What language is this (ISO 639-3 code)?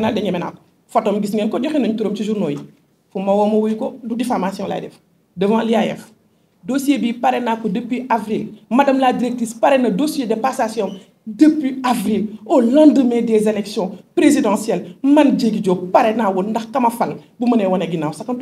wol